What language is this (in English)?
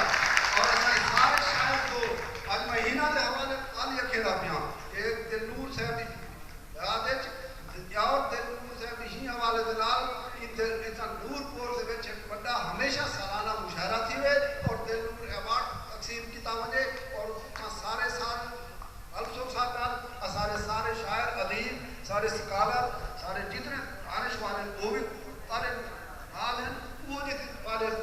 Saraiki